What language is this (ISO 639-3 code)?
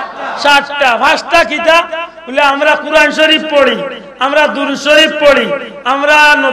syl